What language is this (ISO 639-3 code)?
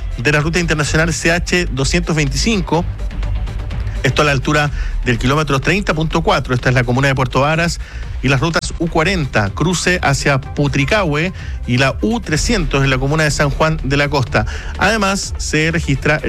spa